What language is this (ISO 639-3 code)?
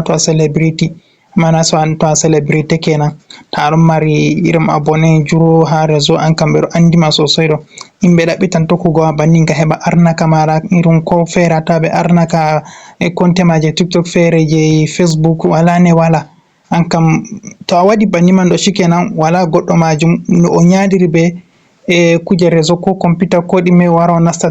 ful